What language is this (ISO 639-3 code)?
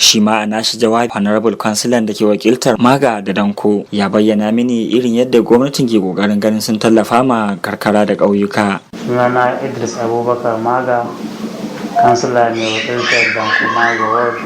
hau